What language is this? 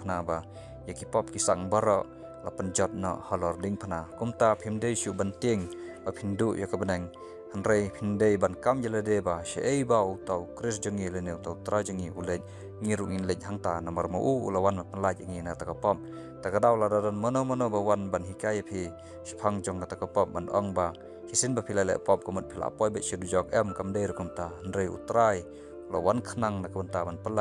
Khasi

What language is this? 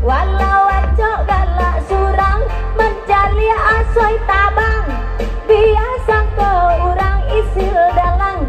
Minangkabau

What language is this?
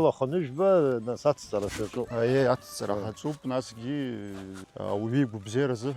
Abkhazian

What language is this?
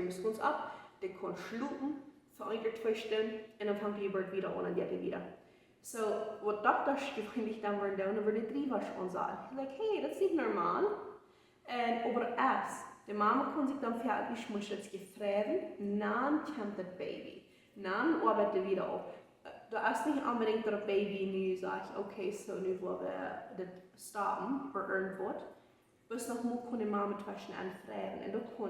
Plautdietsch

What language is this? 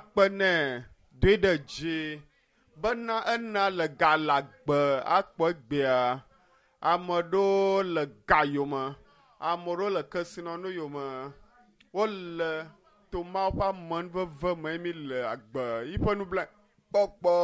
Ewe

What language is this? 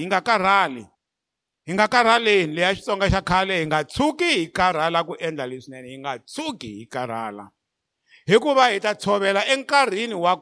Tsonga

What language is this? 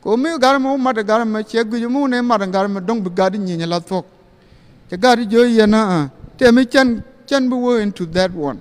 Nuer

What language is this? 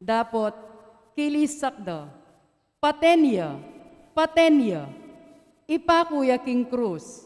Pampanga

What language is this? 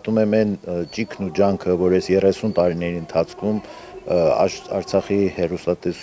Armenian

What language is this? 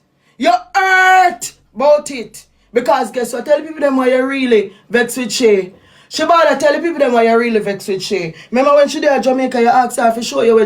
Jamaican Creole English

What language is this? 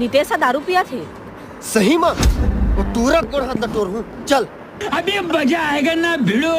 Chhattisgarhi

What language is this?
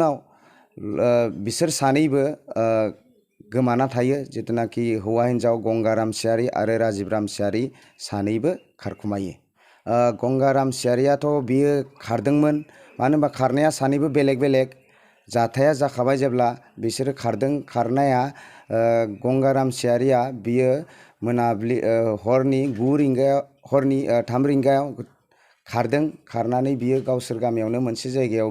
Bodo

